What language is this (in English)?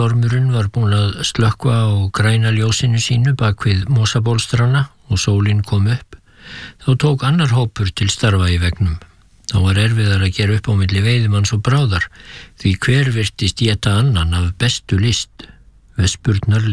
Icelandic